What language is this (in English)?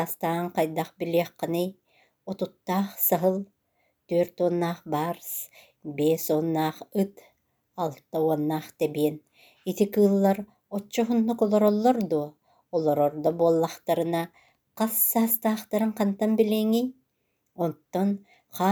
Yakut